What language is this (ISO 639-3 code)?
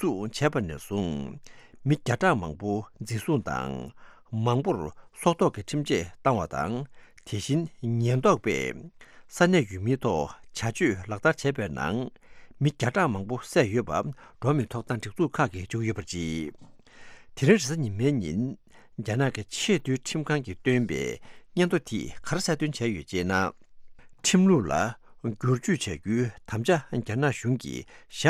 bod